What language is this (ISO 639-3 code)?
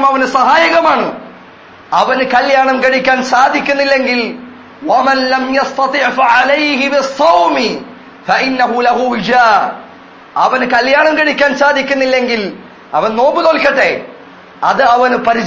mal